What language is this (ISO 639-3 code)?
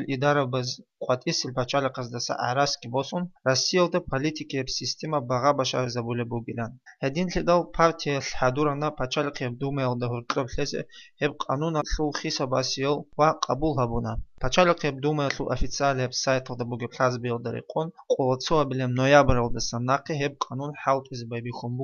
ava